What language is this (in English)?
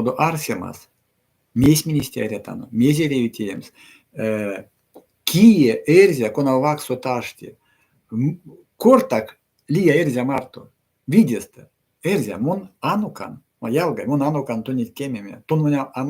Erzya